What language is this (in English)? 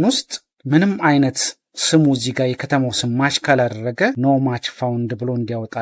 Amharic